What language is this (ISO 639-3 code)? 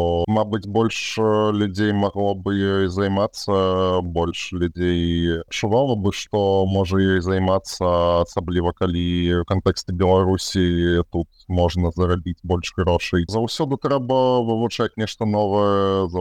bel